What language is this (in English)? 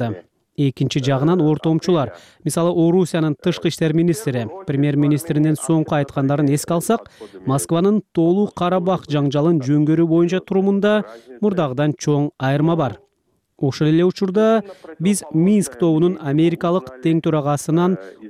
Kyrgyz